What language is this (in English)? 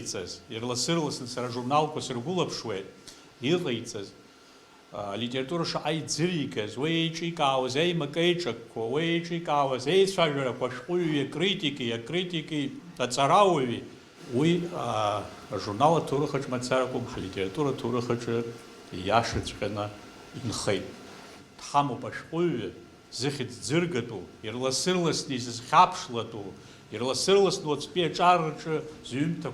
Abkhazian